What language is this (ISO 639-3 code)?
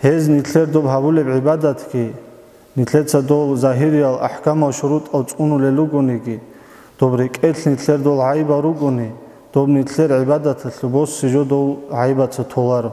ava